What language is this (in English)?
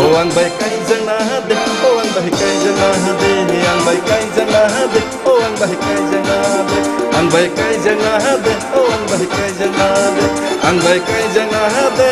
Kok Borok